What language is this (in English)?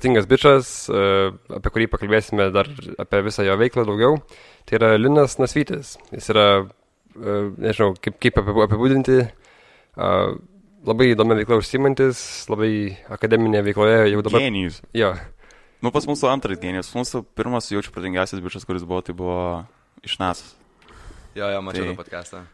Lithuanian